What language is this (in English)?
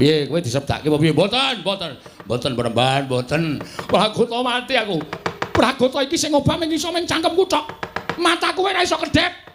Javanese